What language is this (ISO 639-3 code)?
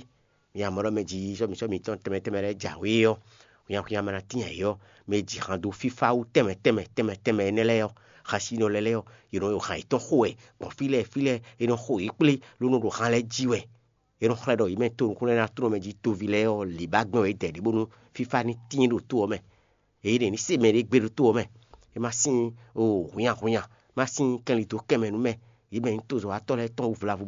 fon